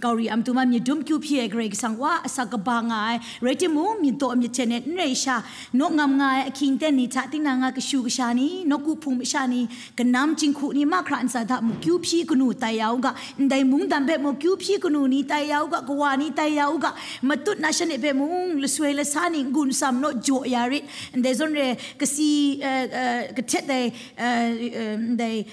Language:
Kachin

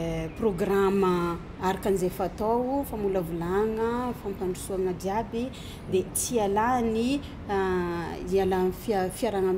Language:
Malagasy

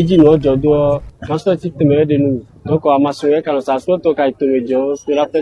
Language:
Fon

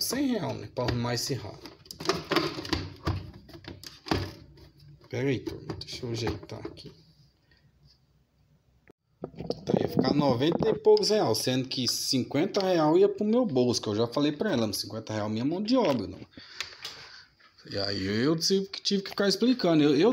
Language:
Portuguese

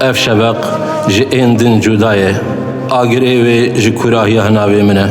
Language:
Kurdish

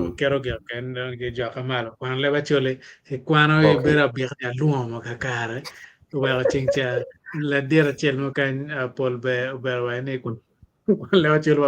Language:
Acoli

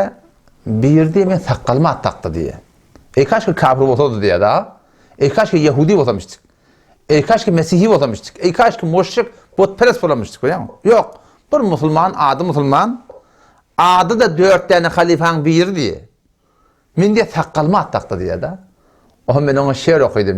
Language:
Turkmen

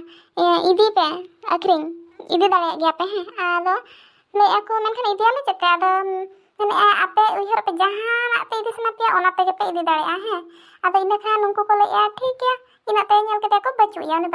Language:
Santali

